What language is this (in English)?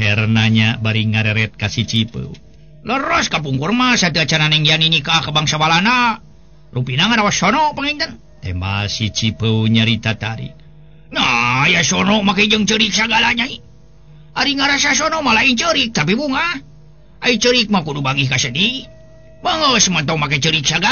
Sundanese